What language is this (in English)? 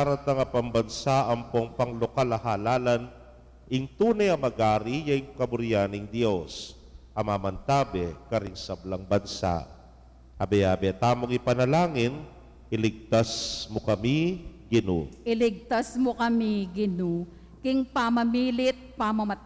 Pampanga